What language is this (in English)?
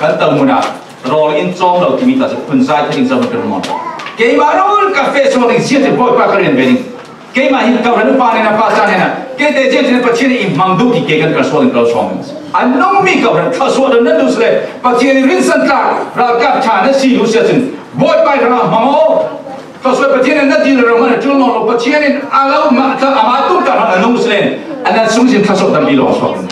Falam Chin